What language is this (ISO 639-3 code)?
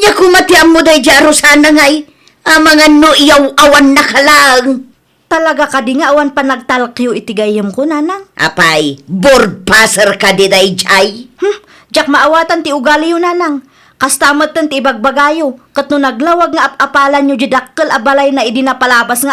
ilo